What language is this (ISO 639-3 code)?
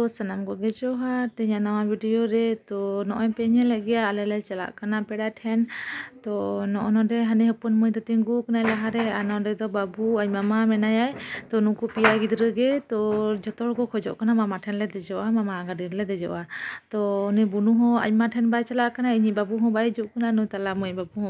sat